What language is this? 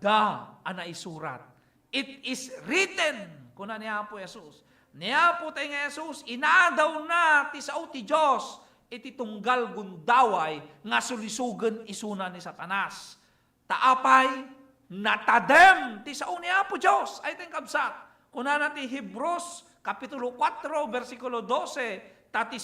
Iloko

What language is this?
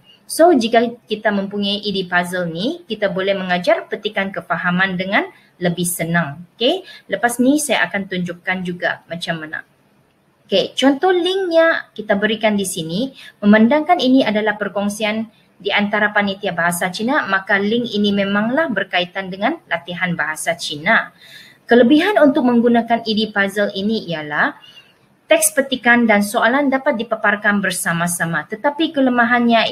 Malay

